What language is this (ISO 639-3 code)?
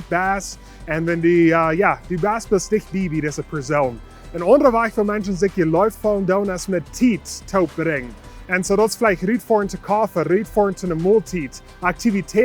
pdt